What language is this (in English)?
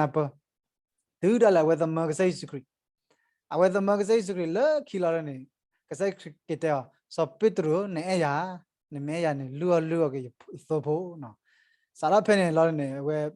S'gaw Karen